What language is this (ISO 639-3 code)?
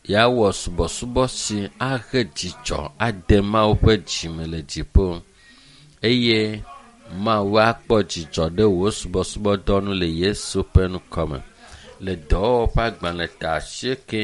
ewe